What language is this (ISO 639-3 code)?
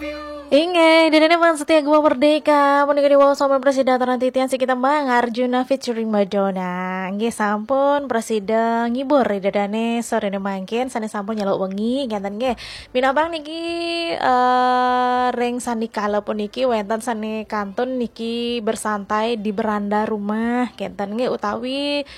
ban